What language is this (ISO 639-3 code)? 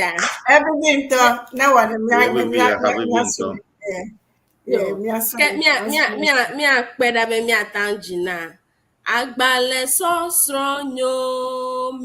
ewe